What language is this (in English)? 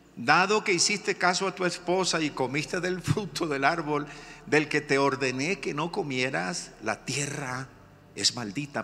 Spanish